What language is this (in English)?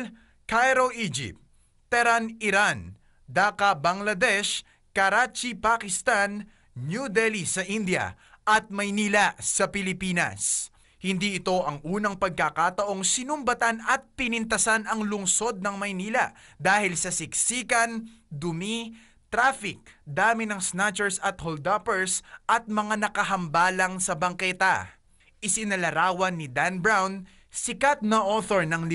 Filipino